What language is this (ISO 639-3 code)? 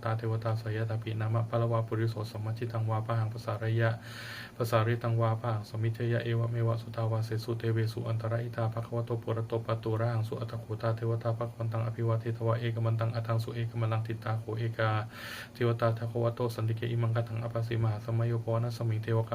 pli